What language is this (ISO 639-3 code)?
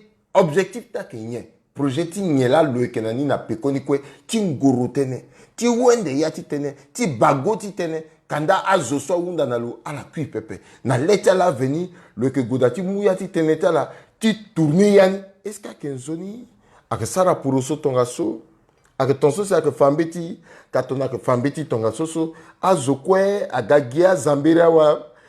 sag